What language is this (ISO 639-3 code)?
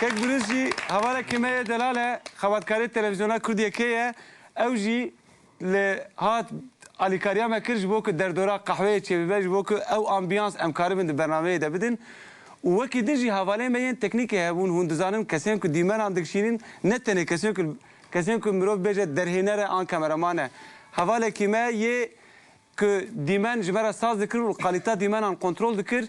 kur